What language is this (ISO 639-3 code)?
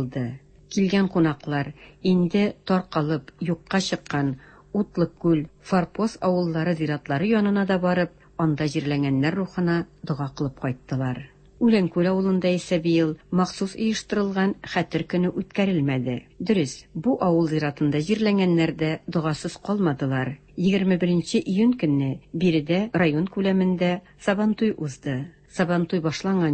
tat